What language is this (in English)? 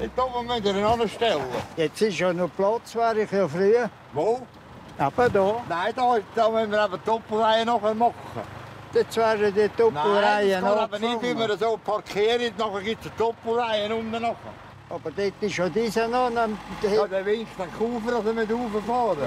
Swiss German